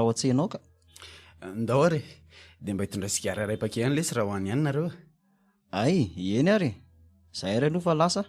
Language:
Malagasy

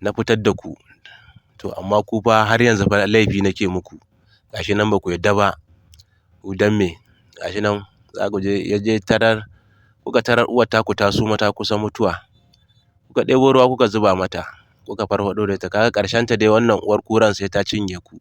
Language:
Hausa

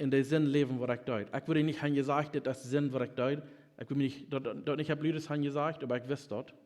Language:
Plautdietsch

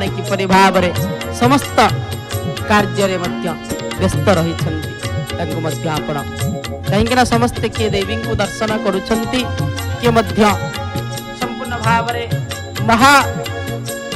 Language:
Odia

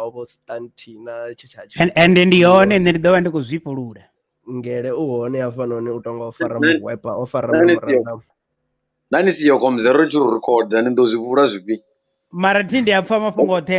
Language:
Venda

